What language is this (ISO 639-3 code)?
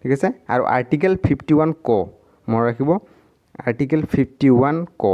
asm